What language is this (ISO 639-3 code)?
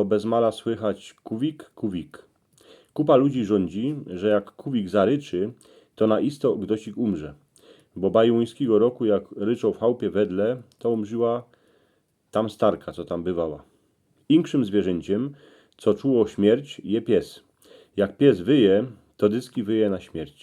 szl